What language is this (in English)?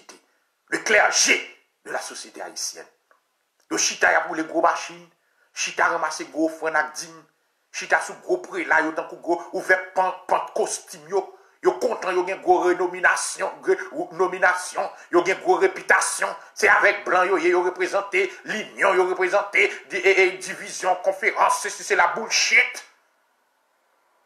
French